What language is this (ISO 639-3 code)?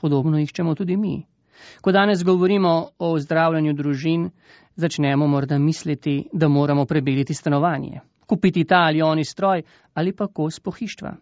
slv